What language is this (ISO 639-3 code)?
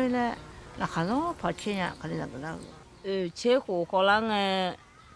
ahk